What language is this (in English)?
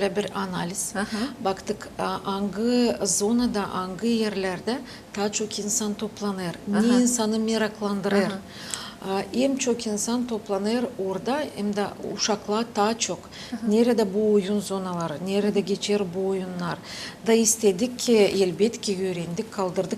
Gagauz